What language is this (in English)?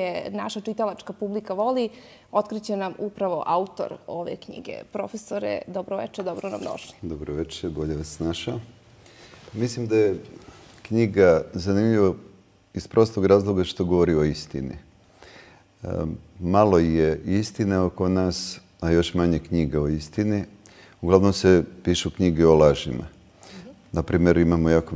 Serbian